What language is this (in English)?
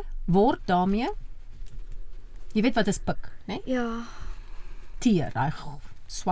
Afrikaans